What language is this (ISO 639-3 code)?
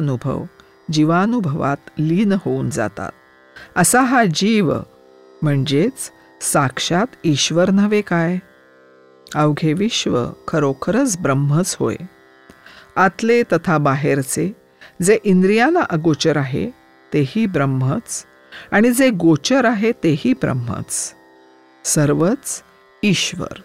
mar